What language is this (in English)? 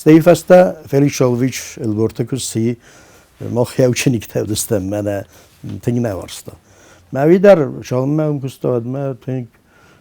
Ossetic